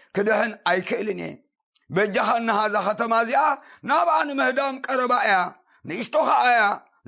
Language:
Tigrinya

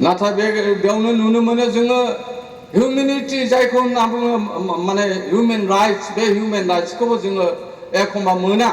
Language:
Bodo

